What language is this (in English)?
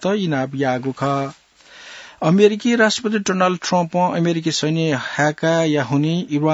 Newari